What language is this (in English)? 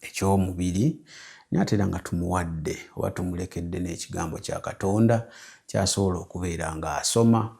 Ganda